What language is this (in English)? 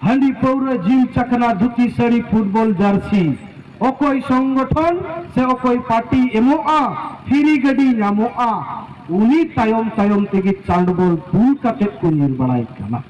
Santali